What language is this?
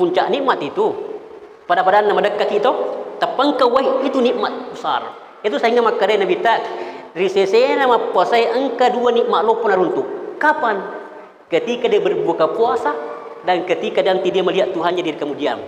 Buginese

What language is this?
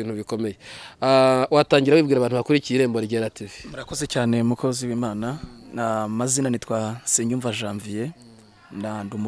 Kinyarwanda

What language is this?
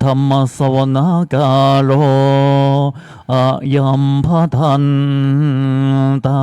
Pali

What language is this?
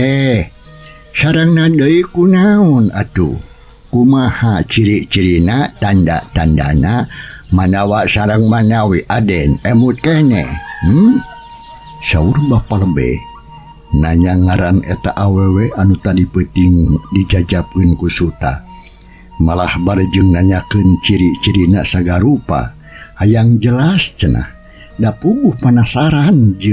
Sundanese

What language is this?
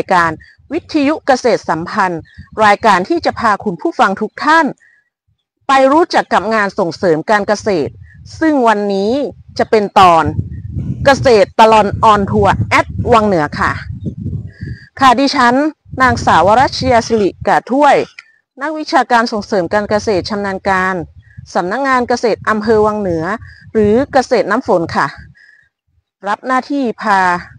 Thai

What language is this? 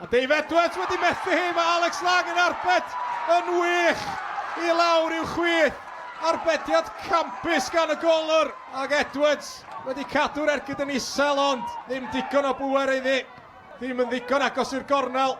Welsh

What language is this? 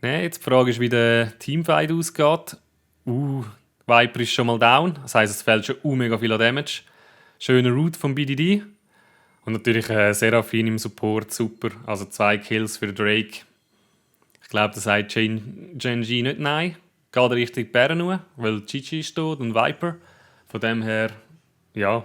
Swiss German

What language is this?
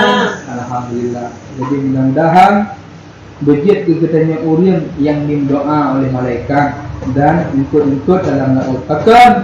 Achinese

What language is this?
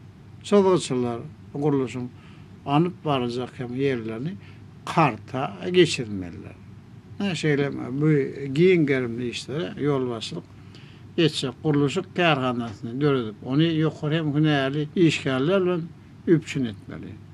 Turkmen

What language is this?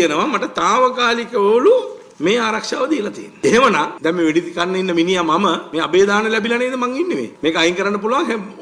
Sinhala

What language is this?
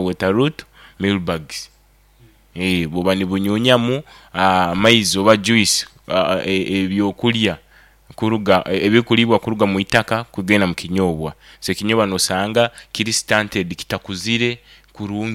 Nyoro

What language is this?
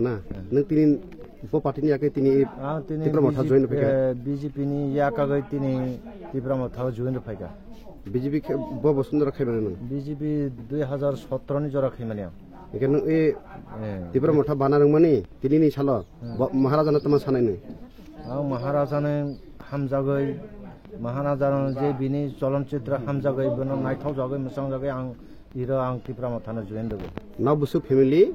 Kok Borok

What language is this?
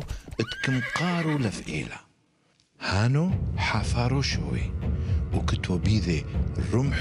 Turoyo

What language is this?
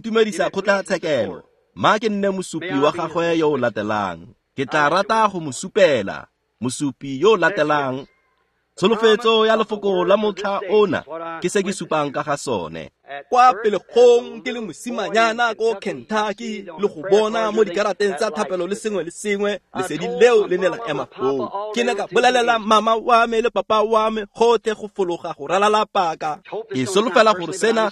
Tswana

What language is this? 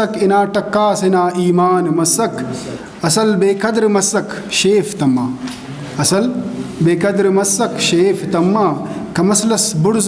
Brahui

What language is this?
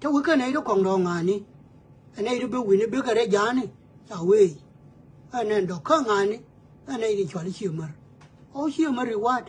Nuer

